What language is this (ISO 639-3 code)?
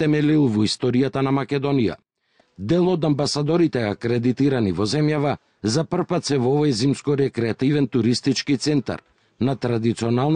mkd